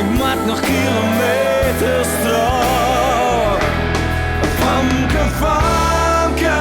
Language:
Western Frisian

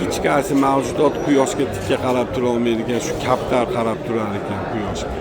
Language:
Uzbek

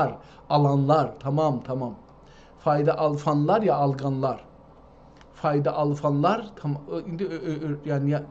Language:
South Azerbaijani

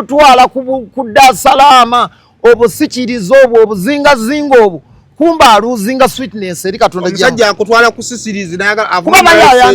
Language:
Ganda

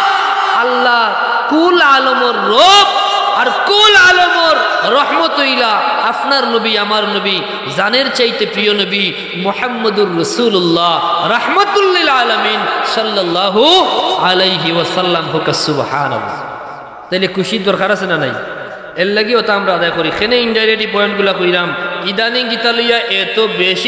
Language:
Sylheti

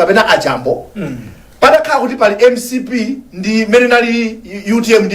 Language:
Nyanja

